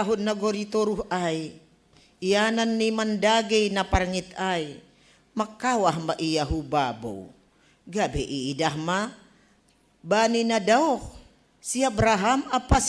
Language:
Batak Simalungun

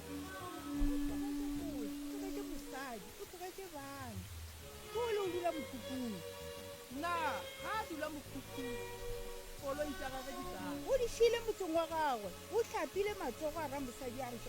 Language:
Northern Sotho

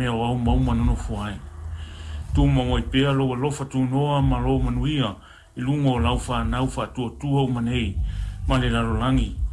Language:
Samoan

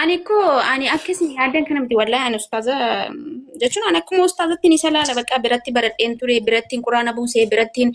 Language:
Oromo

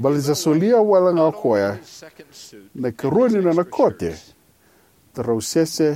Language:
Fijian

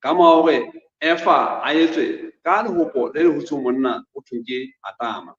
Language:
Southern Sotho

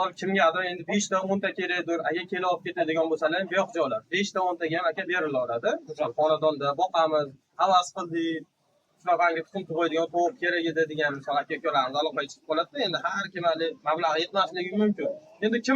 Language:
Uzbek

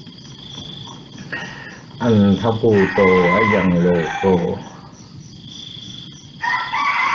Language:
Vietnamese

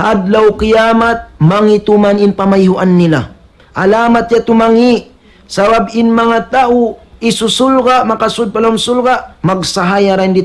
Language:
Tausug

